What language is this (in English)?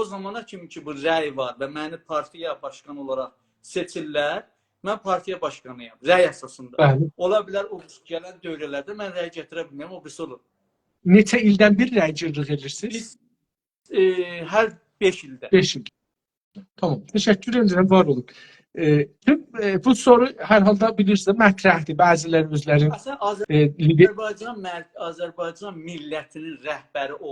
South Azerbaijani